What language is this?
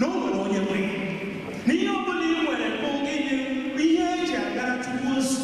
Igbo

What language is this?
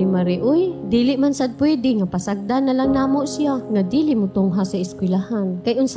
Cebuano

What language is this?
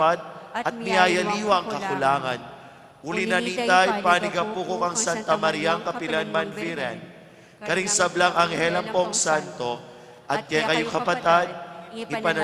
Pampanga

